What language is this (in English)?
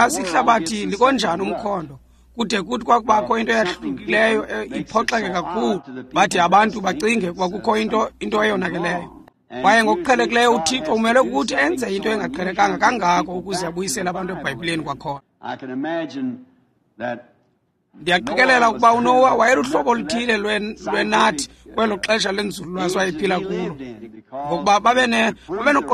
Xhosa